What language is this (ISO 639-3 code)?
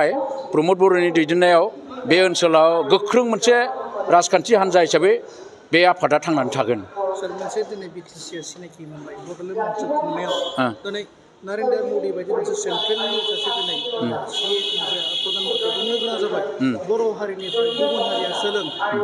brx